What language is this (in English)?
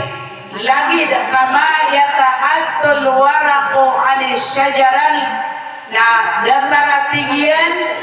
Maranao